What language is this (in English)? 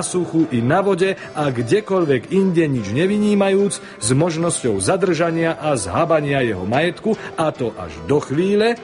Slovak